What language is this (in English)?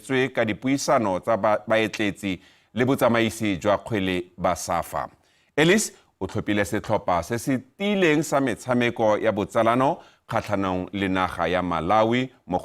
Tswana